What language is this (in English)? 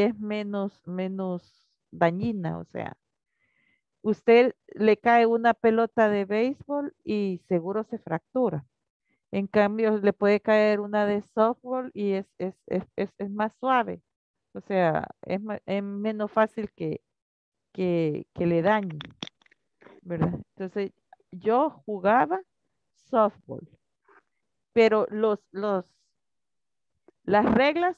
Spanish